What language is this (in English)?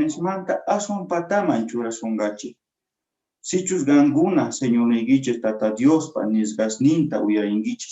Quechua